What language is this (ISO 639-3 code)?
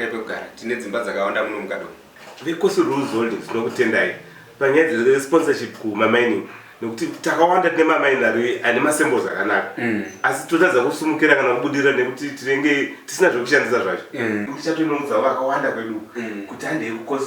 sna